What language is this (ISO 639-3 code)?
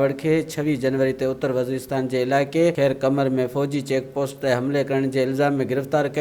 snd